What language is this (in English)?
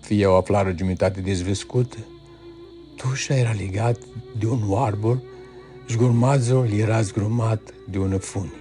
Aromanian